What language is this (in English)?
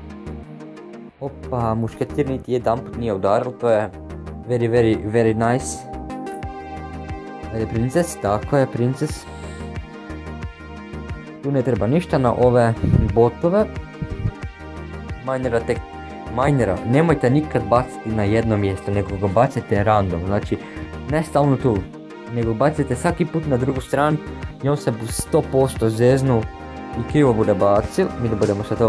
Croatian